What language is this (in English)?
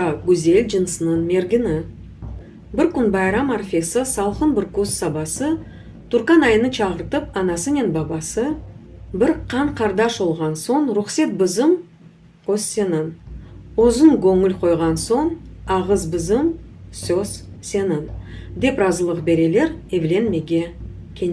Crimean Tatar